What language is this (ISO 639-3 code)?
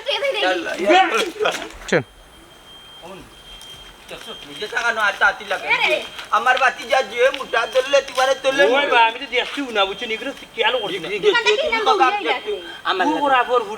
syl